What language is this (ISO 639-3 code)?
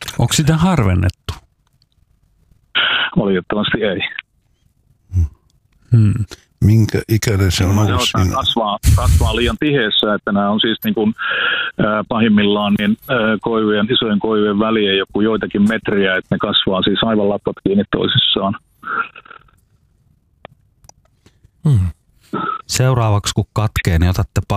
fin